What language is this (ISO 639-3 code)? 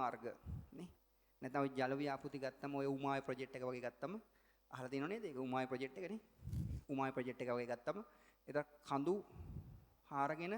sin